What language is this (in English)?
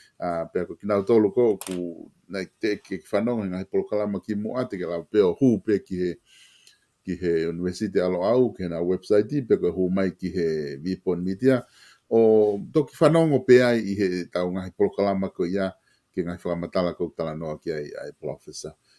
Tongan